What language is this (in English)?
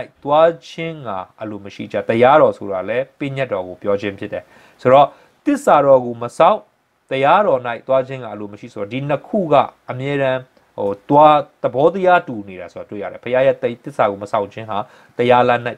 Burmese